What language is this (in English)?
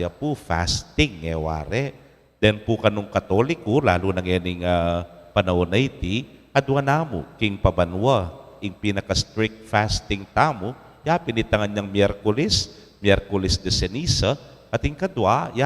Pampanga